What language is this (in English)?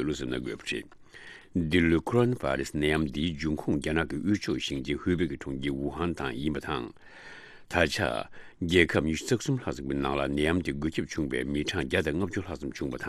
Tibetan